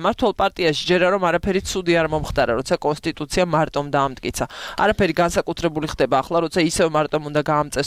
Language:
Georgian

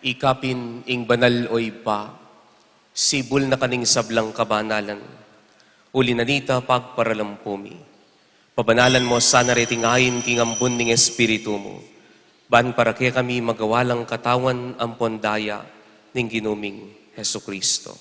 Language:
Pampanga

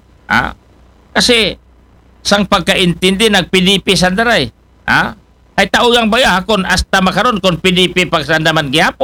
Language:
Aklanon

